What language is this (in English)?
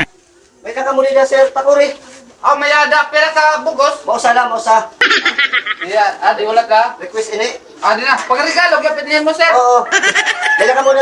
Waray